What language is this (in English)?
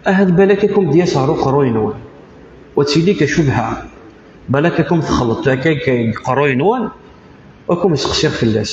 Kabyle